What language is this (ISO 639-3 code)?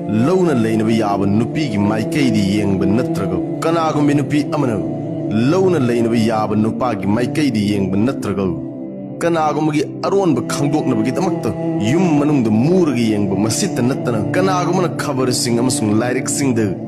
mni